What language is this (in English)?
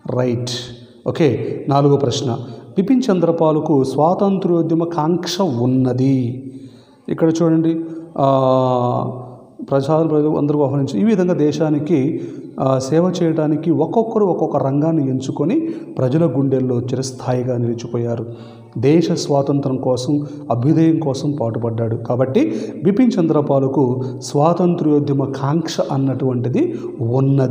Telugu